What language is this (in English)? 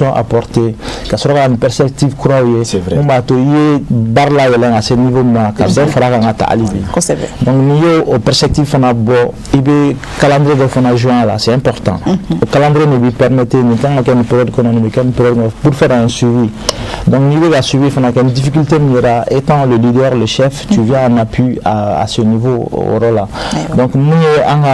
Bambara